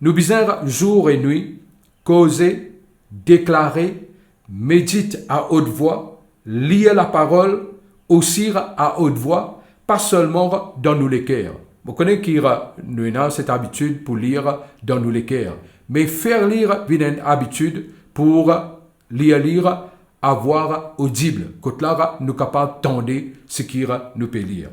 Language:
Morisyen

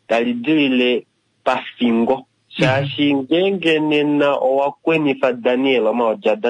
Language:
Kuanyama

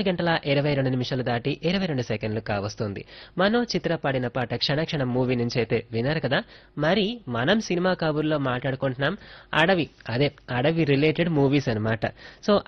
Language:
Telugu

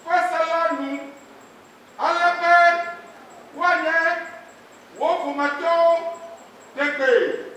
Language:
Ewe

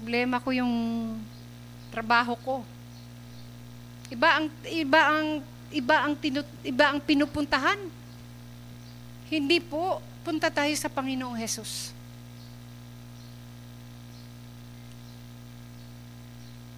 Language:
Filipino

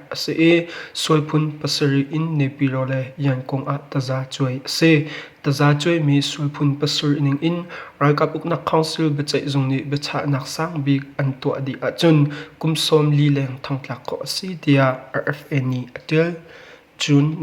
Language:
Hakha Chin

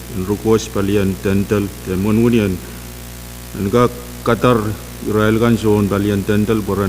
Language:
Pohnpeian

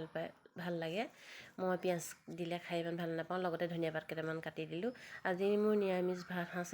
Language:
Assamese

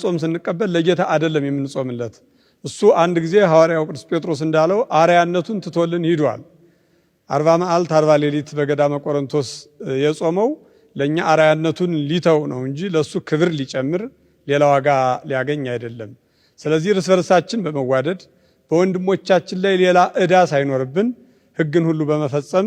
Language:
Amharic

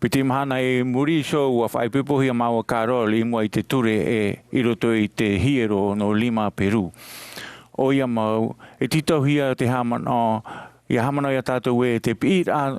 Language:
Tahitian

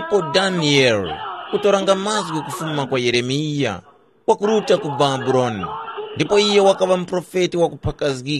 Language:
Tumbuka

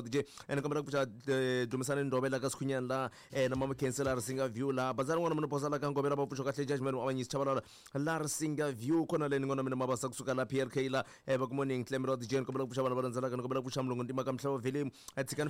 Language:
Tsonga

